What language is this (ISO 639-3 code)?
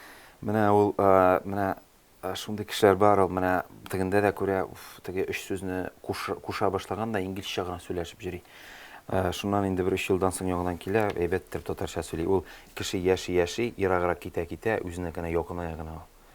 tat